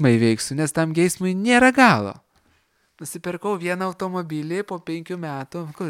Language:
Lithuanian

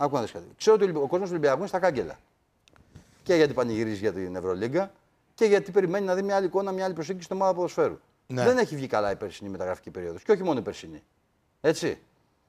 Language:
Greek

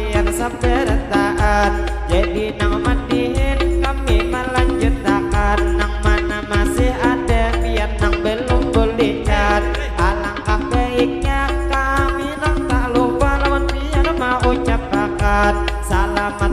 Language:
Banjar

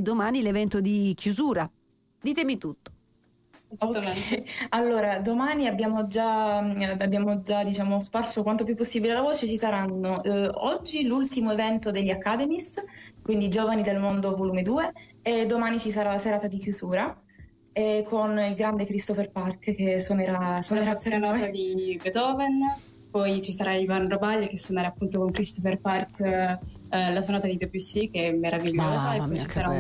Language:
Italian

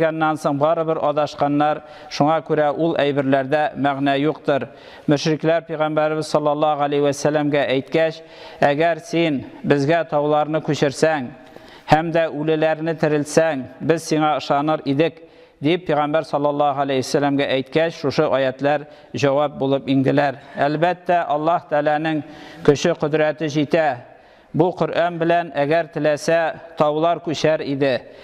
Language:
Tatar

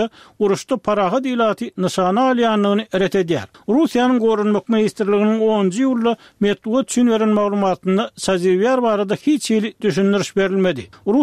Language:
Turkmen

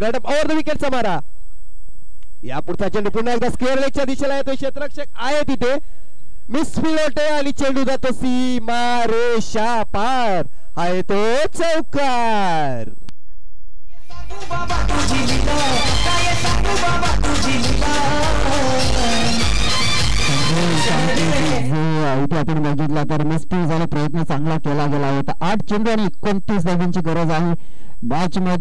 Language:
Marathi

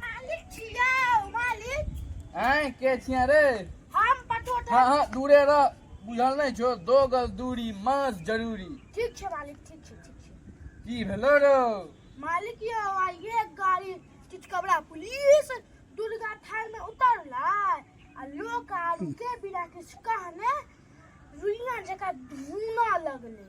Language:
Maithili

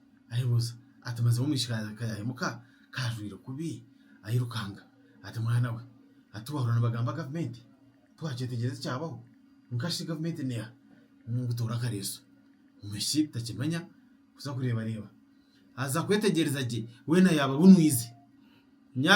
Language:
Nyankole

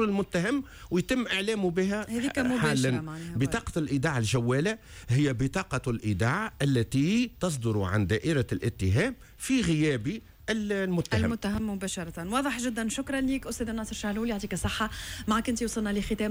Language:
Tunisian Arabic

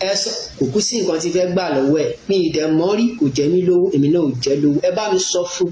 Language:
Yoruba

